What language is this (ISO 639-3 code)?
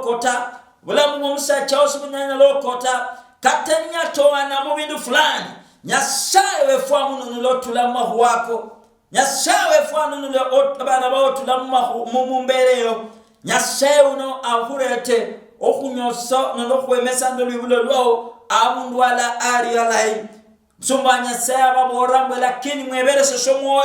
luy